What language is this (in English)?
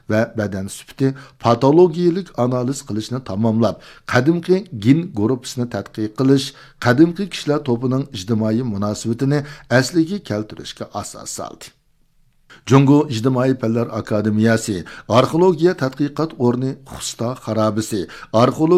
Uyghur